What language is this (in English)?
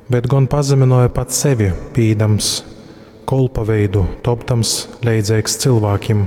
Latgalian